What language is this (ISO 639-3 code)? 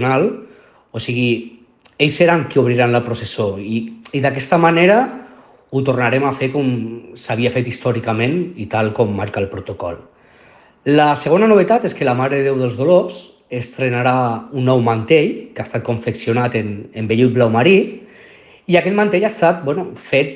cat